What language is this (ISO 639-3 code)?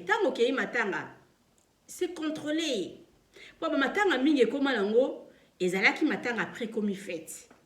lin